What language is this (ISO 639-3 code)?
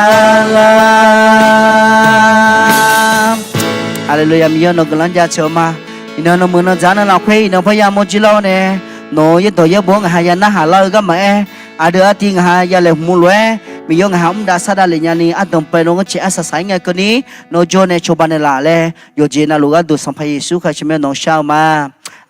ahk